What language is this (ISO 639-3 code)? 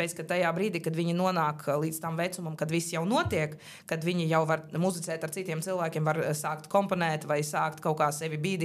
lav